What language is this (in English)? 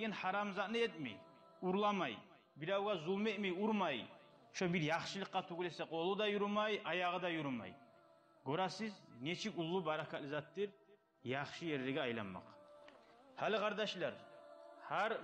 Kumyk